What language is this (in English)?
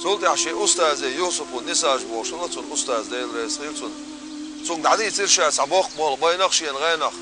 Chechen